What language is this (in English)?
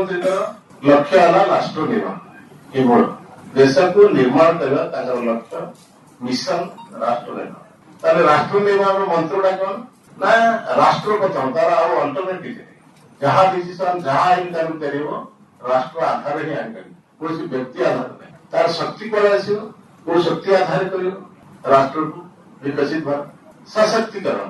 Odia